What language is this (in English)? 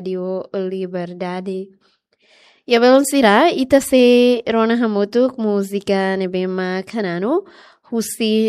Tetum